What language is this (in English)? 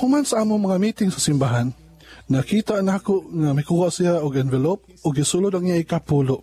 Cebuano